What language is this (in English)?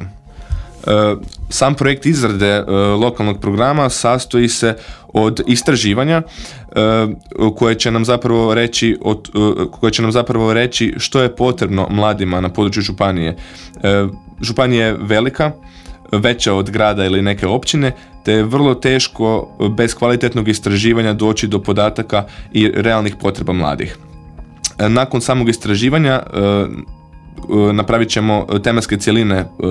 Croatian